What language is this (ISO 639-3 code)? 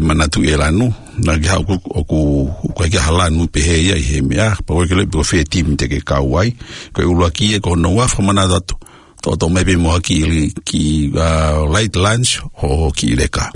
ton